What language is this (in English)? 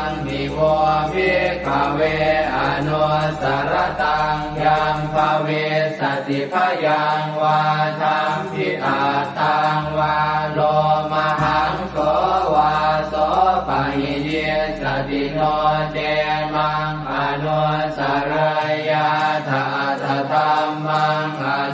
Pali